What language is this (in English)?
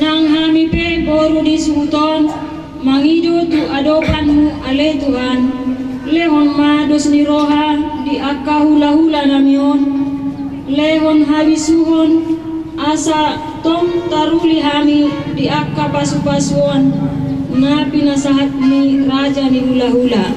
Batak Toba